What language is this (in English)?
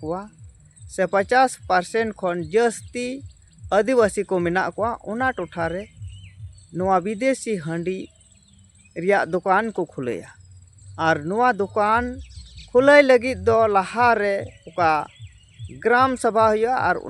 Santali